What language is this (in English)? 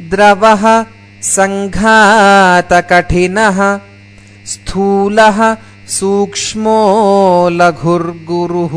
Sanskrit